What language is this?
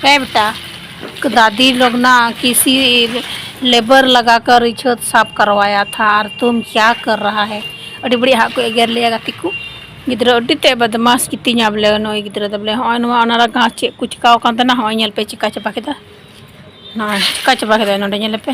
Santali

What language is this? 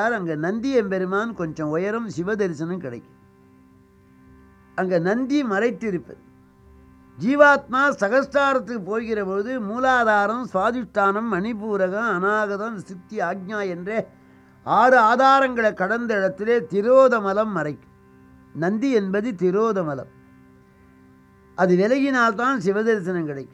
Tamil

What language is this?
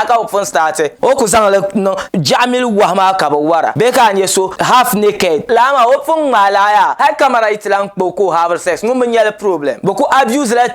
Dagbani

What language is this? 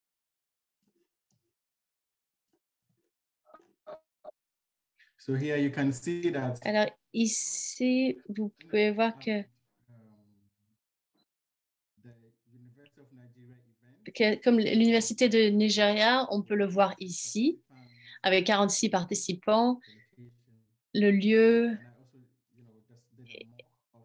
French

